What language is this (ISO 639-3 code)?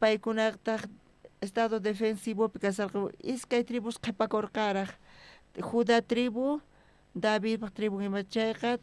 quh